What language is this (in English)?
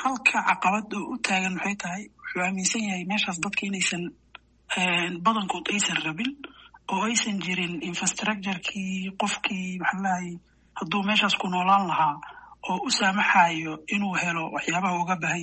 Somali